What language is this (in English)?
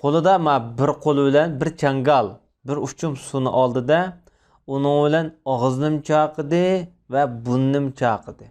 Uyghur